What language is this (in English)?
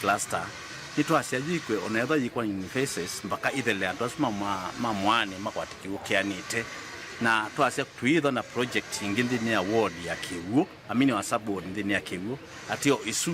Kamba